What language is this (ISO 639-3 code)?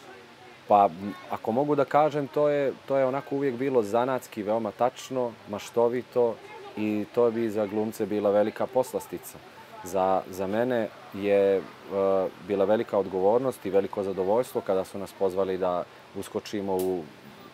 srp